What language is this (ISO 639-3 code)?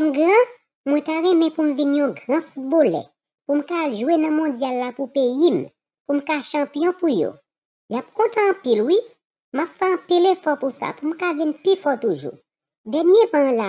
hat